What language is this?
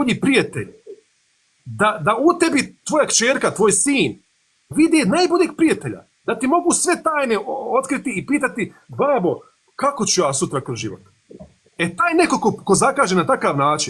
Bosnian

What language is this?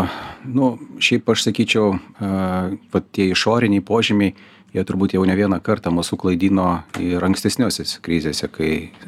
Lithuanian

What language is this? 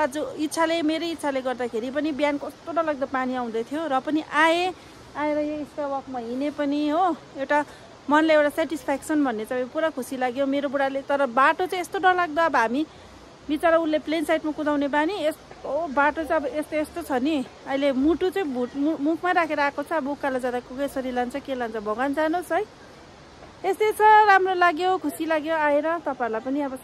Nepali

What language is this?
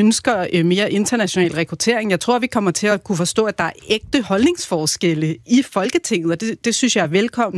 Danish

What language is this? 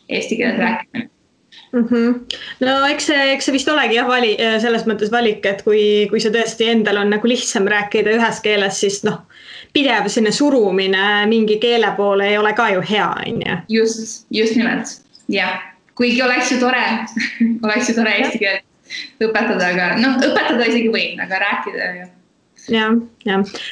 Estonian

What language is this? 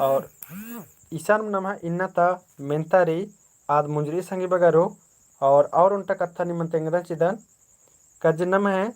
Kurukh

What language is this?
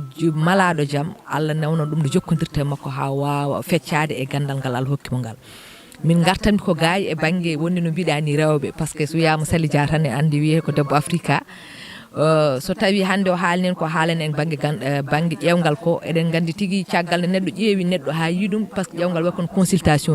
Fula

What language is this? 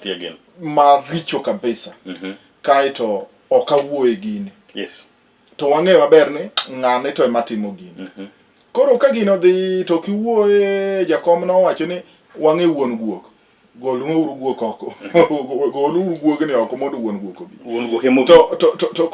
Luo (Kenya and Tanzania)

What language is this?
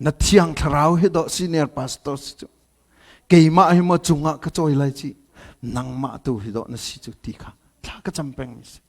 Hakha Chin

